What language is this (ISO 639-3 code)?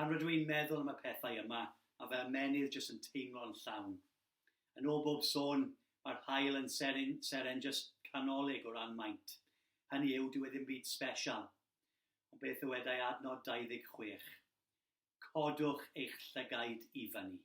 cym